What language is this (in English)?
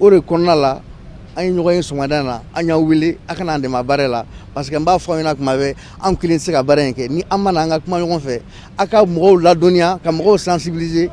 Bambara